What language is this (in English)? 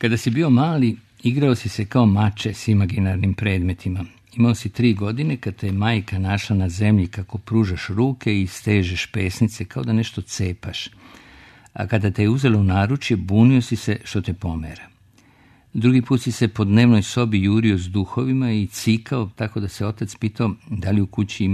Serbian